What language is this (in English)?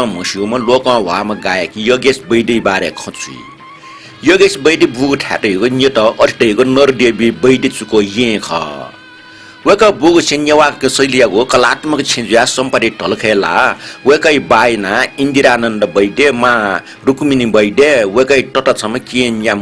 Newari